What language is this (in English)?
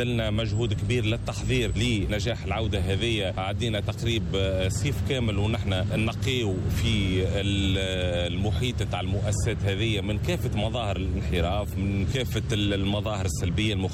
Tunisian Arabic